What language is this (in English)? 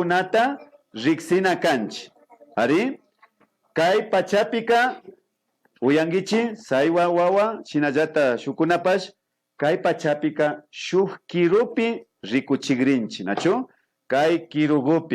Imbabura Highland Quichua